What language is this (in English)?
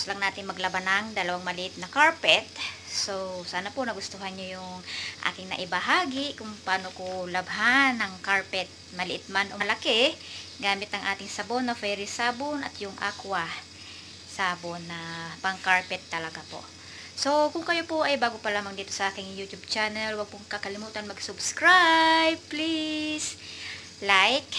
Filipino